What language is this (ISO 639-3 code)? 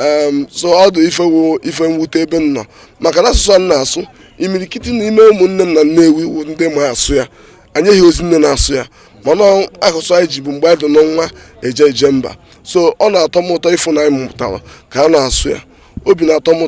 ibo